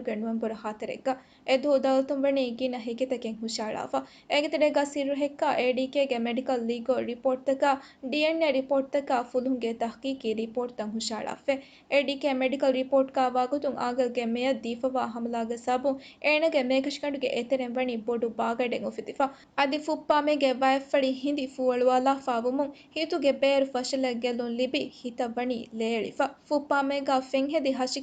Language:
Divehi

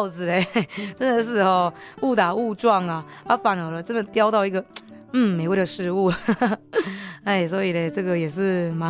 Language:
Chinese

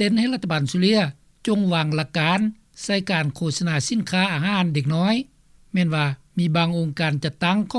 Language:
Lao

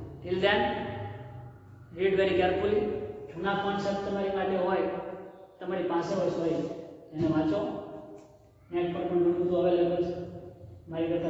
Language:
Gujarati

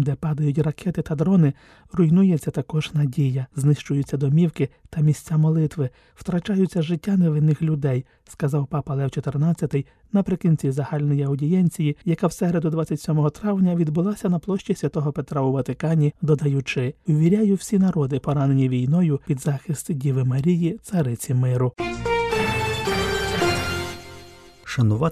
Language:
Ukrainian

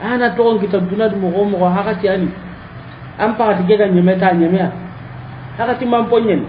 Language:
Soninke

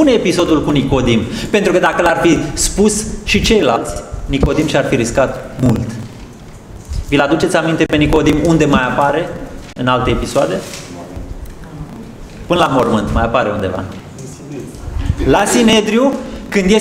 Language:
Romanian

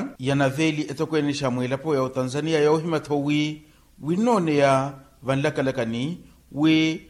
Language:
Makhuwa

